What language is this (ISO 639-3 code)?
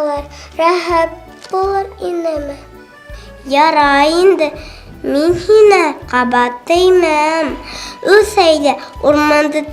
bak